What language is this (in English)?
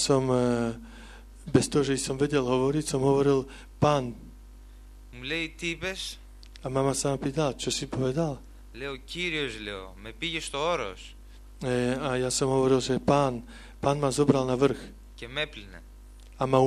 Slovak